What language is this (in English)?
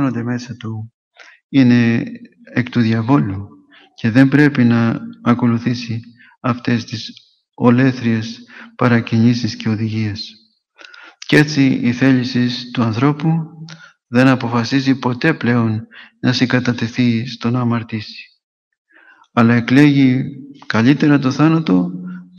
Greek